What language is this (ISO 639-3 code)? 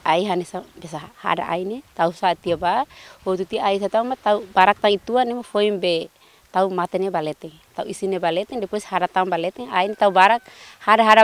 tet